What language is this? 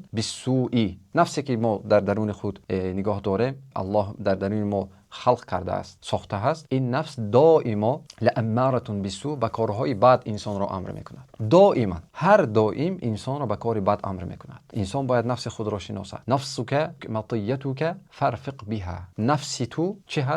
Tajik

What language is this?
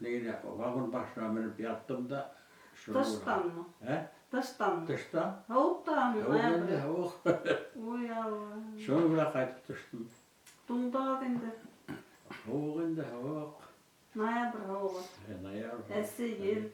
Bashkir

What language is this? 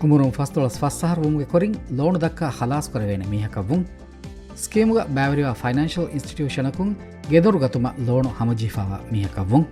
Divehi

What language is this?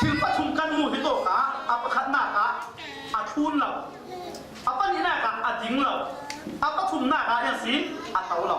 Falam Chin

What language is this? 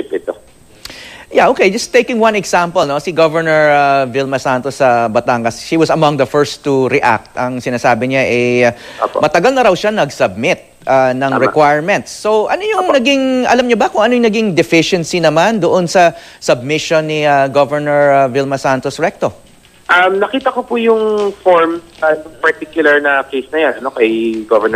Filipino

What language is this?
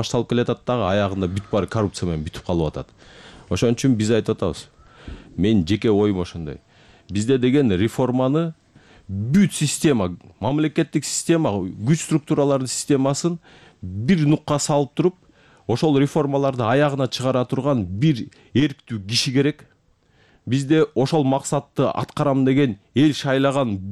Kyrgyz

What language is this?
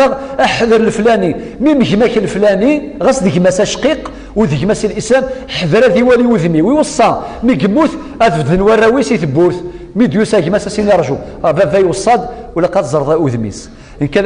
Kabyle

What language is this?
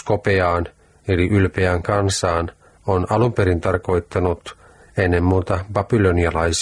Finnish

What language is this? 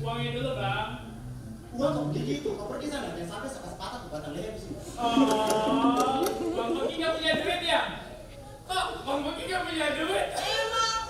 Betawi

